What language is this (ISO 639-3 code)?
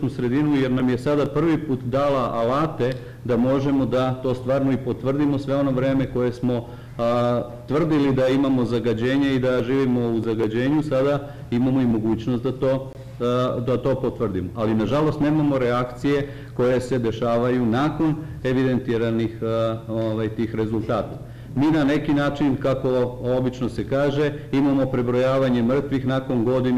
srp